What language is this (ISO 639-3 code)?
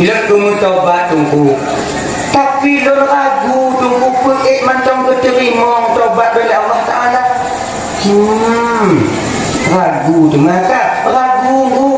ace